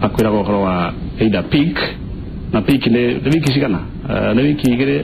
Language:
Kikuyu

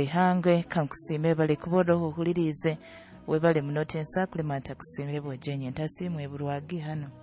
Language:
Nyoro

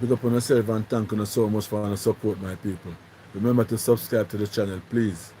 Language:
Jamaican Creole English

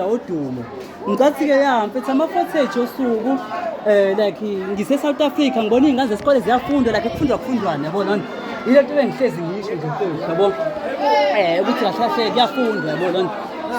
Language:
Zulu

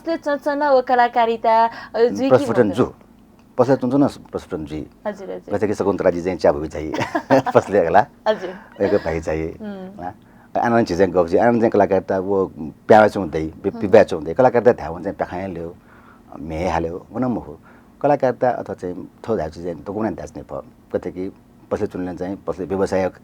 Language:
Newari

